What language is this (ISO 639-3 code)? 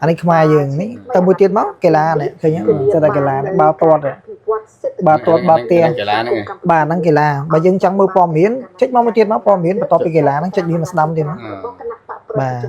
khm